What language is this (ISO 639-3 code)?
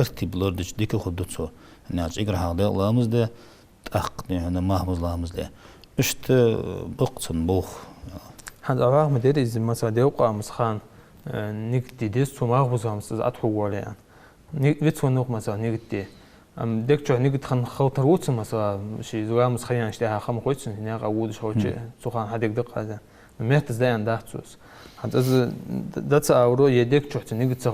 inh